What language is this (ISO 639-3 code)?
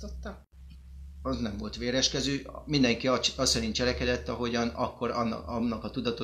hun